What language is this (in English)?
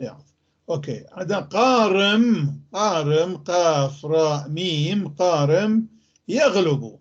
North Levantine Arabic